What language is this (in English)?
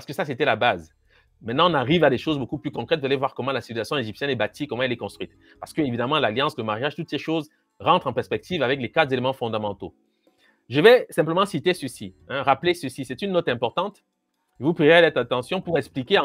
French